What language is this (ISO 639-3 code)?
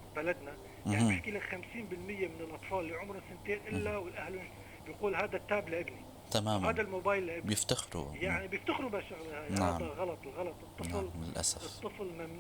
apc